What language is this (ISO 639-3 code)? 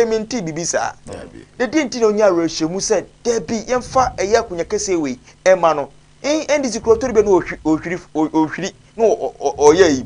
aka